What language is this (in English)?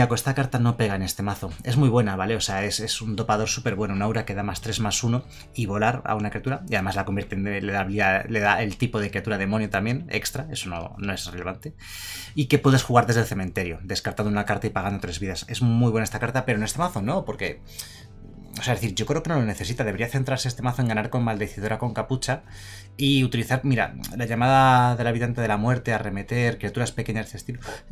Spanish